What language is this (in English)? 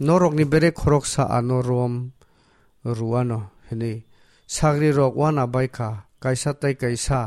Kok Borok